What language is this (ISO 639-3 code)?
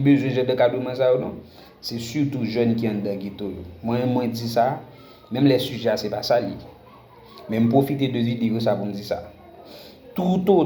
hat